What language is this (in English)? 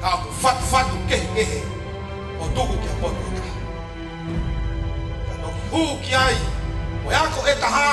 Tongan